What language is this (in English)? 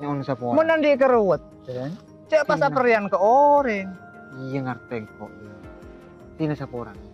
Madurese